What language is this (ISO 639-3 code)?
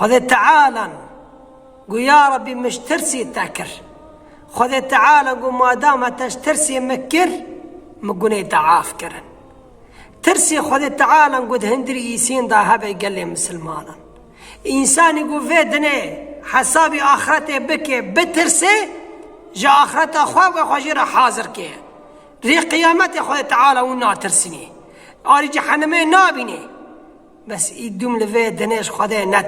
kur